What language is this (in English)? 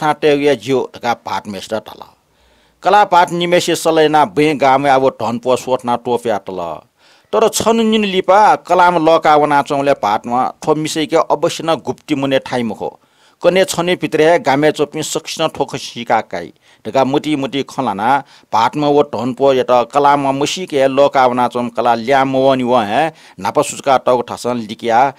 Newari